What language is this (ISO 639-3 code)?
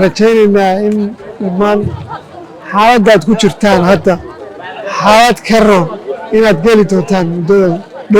som